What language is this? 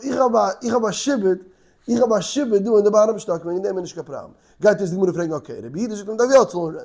Yiddish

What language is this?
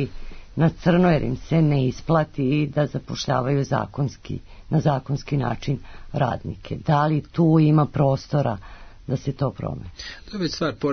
Serbian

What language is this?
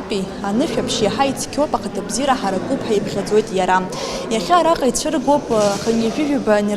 Abkhazian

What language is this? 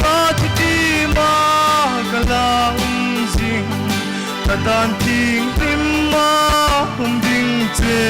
Hmar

